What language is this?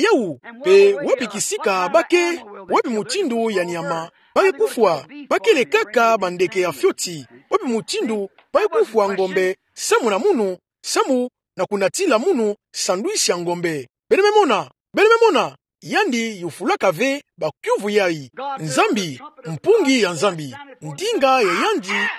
Kituba (Democratic Republic of Congo)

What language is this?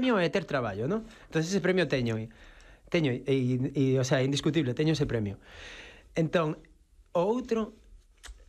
Galician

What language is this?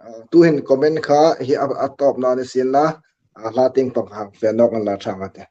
Hmar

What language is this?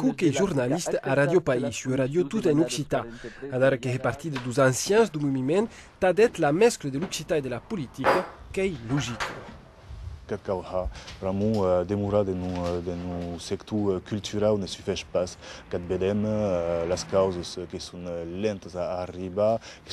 Occitan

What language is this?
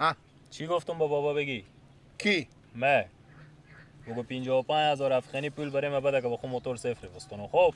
Persian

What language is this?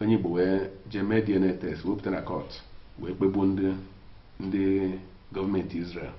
Igbo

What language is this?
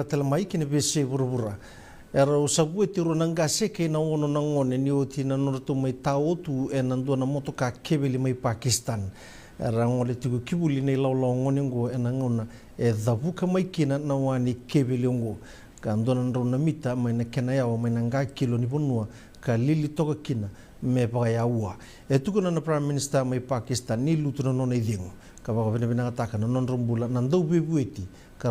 Fijian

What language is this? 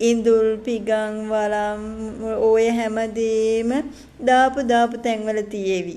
Sinhala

